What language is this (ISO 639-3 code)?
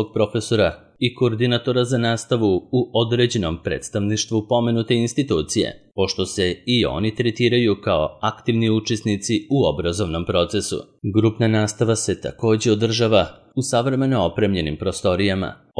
srp